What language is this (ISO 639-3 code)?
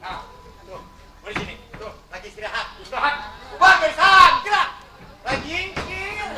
bew